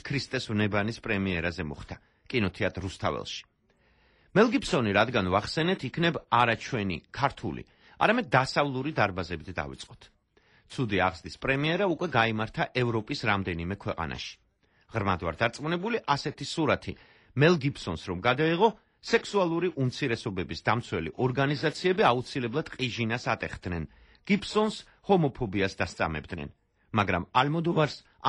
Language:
Georgian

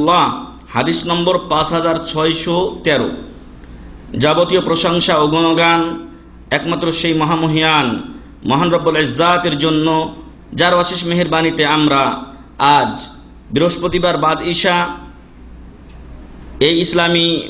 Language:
Bangla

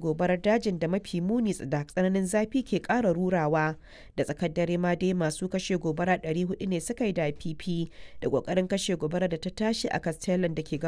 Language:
Hausa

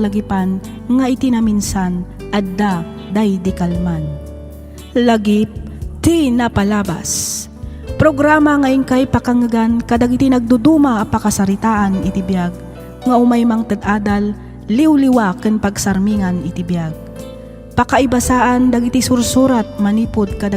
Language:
Iloko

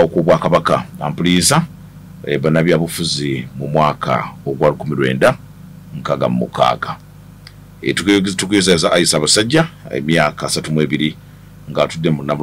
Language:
Ganda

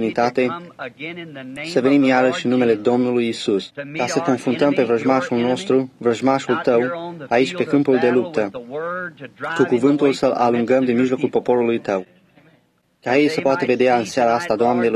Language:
Romanian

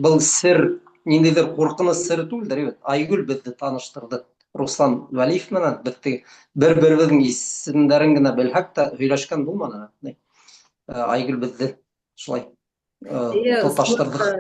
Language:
Bashkir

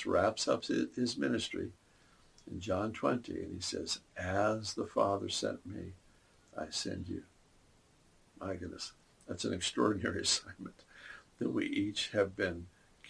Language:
English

